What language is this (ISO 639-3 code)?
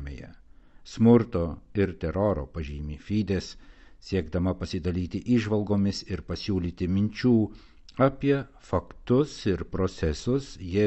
lit